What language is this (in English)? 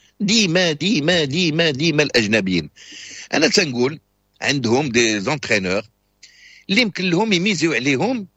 Moroccan Arabic